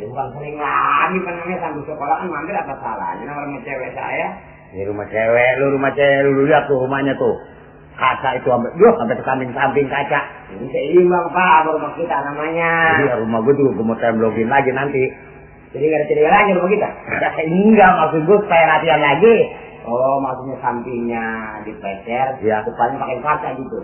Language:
Betawi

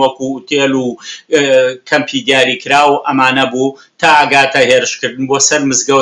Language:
Central Kurdish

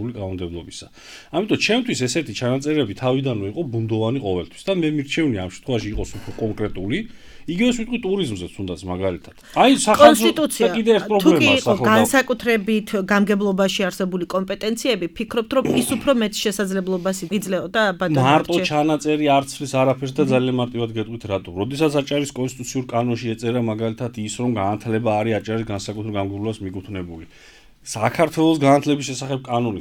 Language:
Georgian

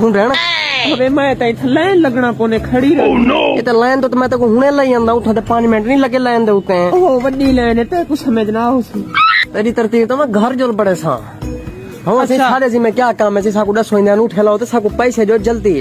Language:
Saraiki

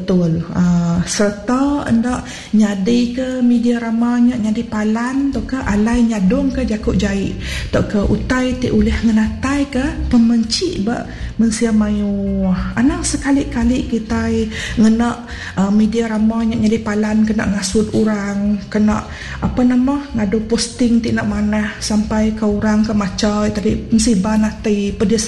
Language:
Iban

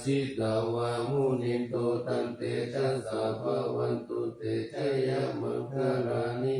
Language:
Pali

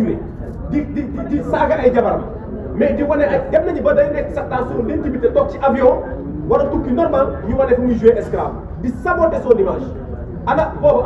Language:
Wolof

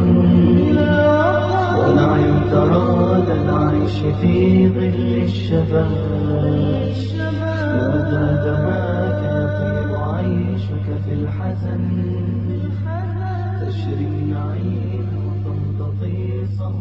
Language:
Bosnian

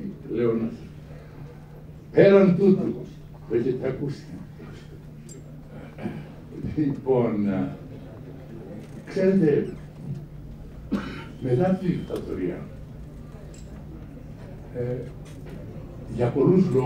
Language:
Greek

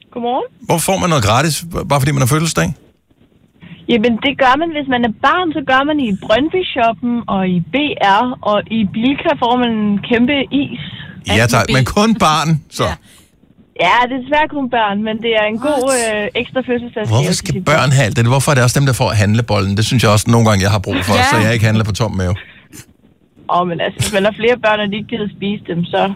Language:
Danish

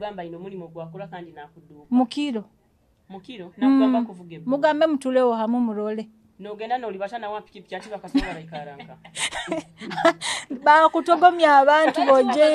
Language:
Nyoro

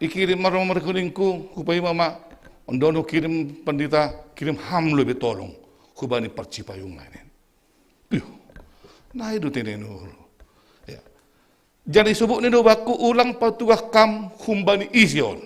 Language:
Batak Simalungun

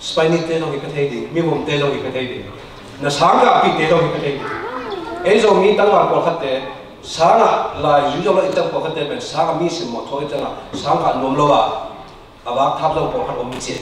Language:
Tedim Chin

